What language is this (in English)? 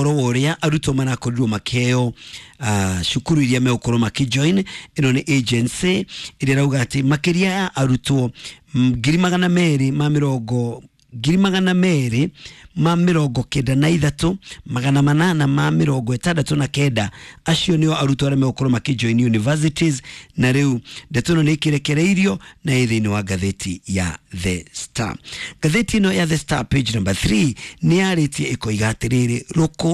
Kikuyu